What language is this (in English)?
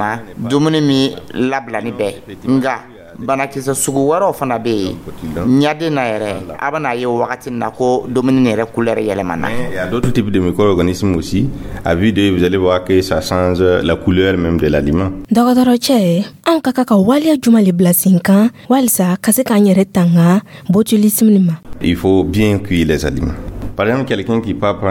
Dyula